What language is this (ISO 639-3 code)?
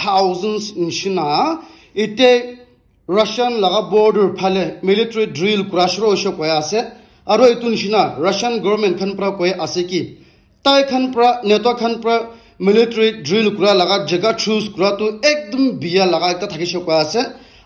nag